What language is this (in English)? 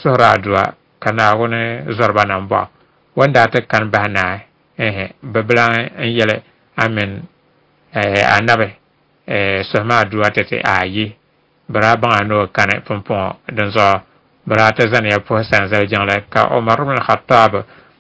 Dagbani